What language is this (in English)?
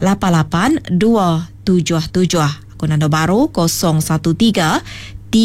Iban